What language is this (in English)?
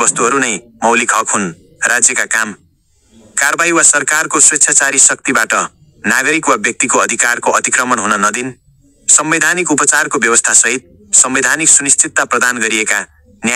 Nepali